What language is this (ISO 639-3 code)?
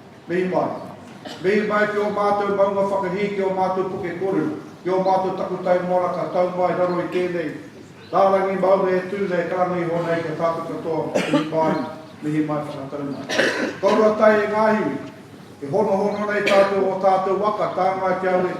mri